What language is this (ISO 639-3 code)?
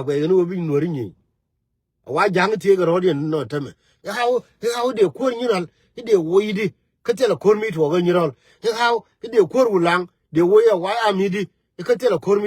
nus